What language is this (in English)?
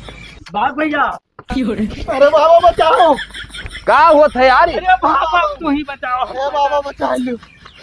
Awadhi